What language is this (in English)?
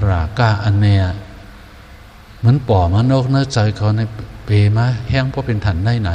Shan